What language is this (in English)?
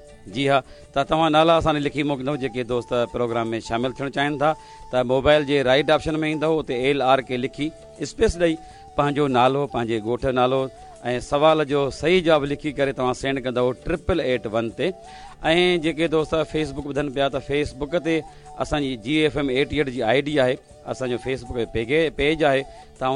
Sindhi